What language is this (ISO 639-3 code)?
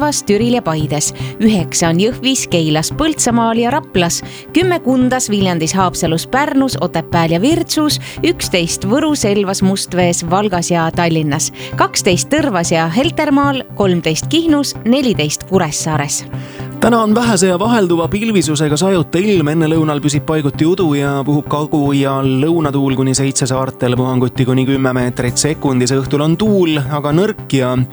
est